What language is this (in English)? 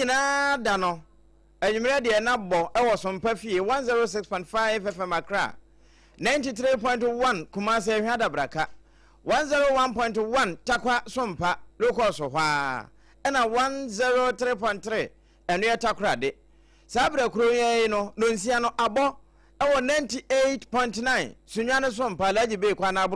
Akan